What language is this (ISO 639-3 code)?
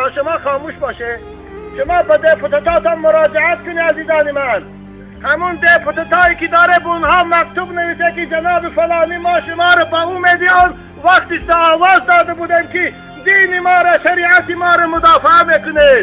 tgk